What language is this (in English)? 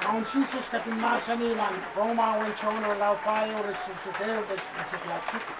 Pohnpeian